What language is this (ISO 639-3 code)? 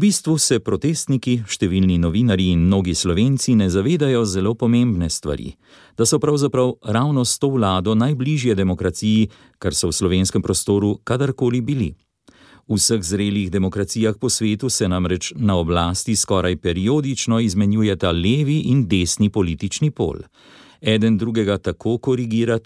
slv